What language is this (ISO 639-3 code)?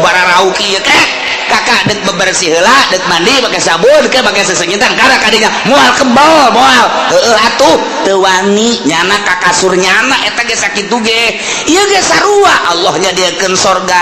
sun